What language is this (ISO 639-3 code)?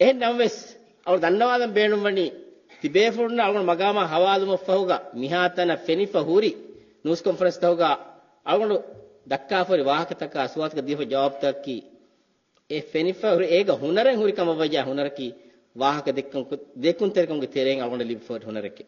div